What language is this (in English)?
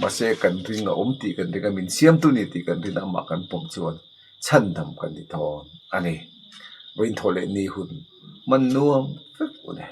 Mizo